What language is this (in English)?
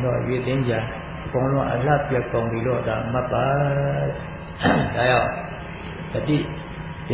Burmese